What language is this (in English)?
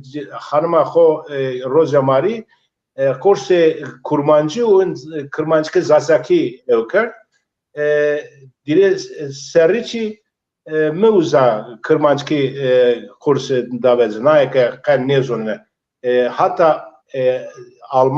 Zaza